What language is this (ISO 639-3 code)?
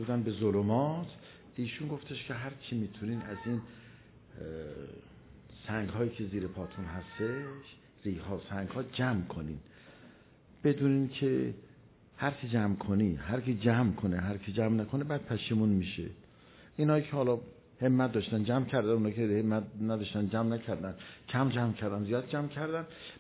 fas